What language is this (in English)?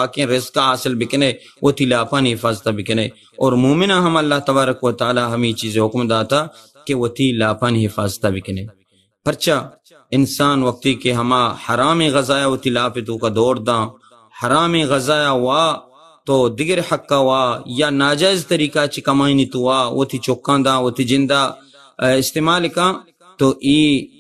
Baluchi